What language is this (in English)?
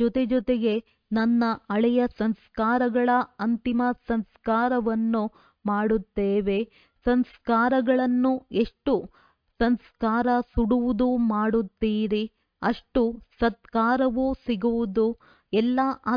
Kannada